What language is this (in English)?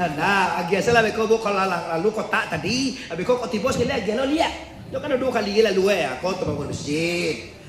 Minangkabau